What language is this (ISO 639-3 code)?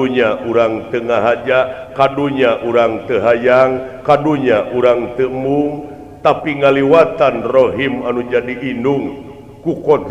sun